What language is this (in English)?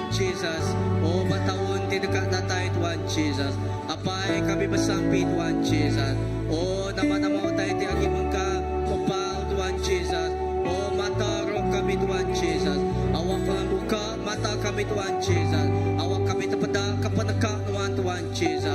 Iban